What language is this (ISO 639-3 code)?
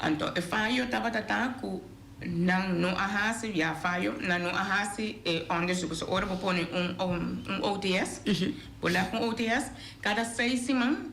pap